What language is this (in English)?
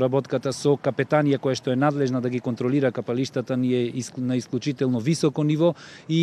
Macedonian